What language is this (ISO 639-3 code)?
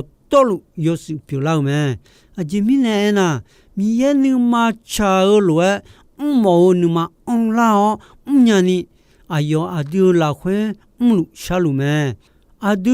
ahk